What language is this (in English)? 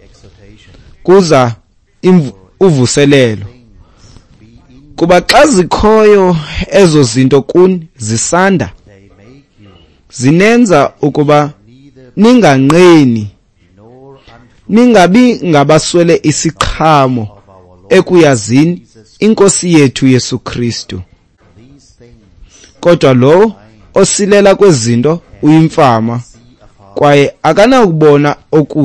Xhosa